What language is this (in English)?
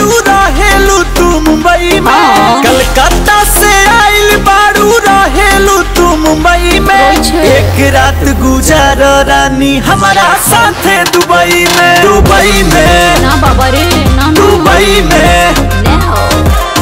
Bhojpuri